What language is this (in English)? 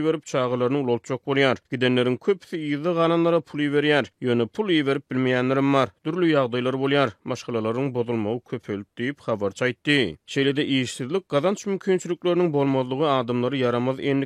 Turkmen